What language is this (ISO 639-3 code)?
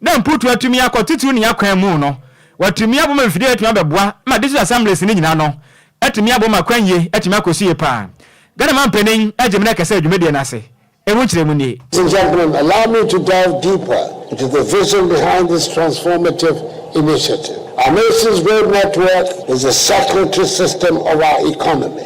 aka